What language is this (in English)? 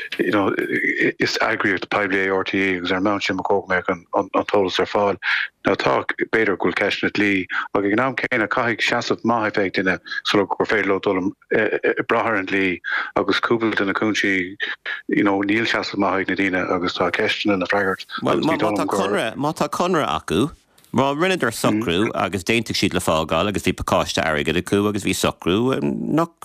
Irish